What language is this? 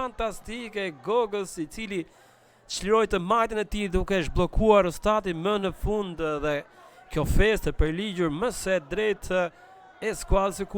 Albanian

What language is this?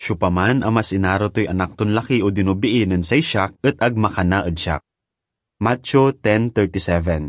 Pangasinan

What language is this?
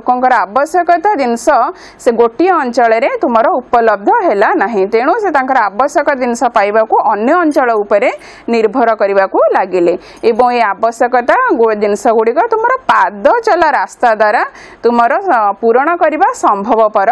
Odia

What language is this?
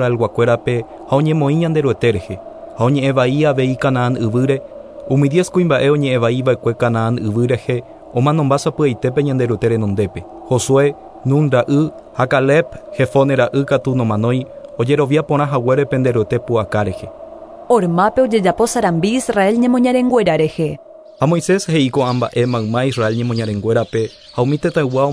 Guarani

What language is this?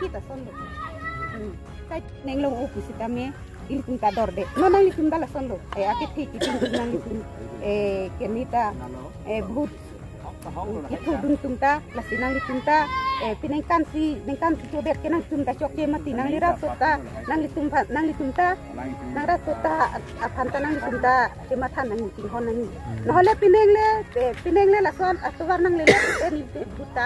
Karbi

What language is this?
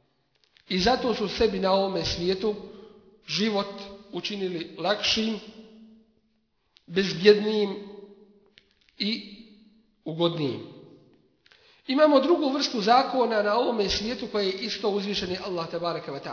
Bosnian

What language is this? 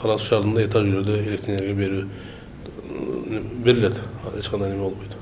Kyrgyz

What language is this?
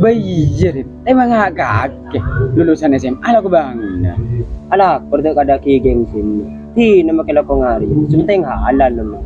Madurese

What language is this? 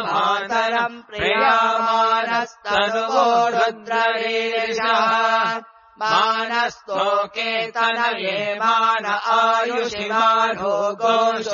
Sanskrit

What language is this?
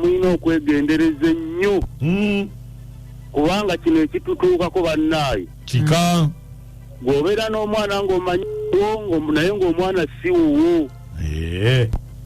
Ganda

